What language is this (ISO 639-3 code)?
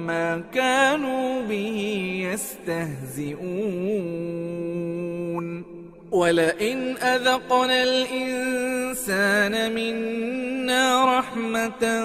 ara